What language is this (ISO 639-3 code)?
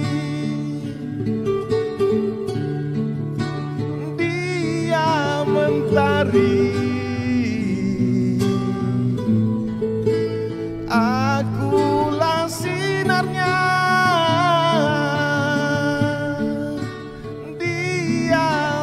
msa